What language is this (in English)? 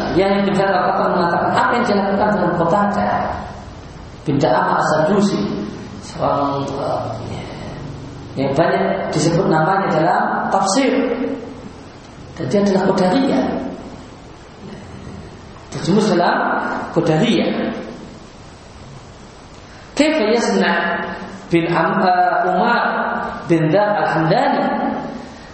Indonesian